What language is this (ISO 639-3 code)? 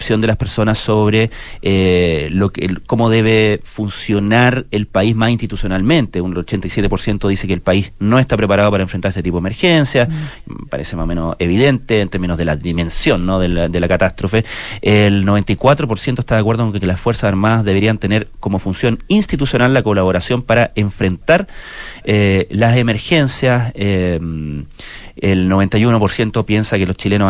spa